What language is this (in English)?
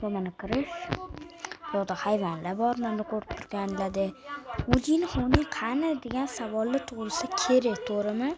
Uzbek